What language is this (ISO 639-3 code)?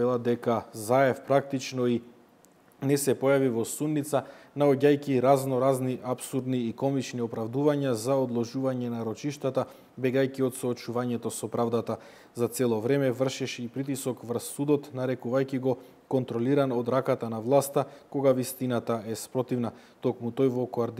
mkd